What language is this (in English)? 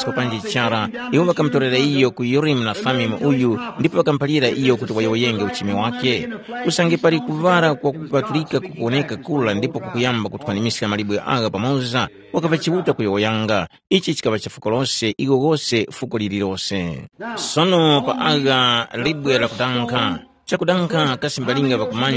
Tumbuka